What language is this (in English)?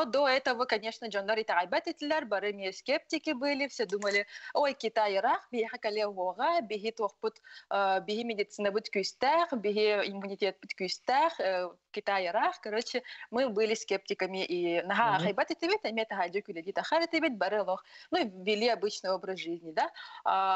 Yakut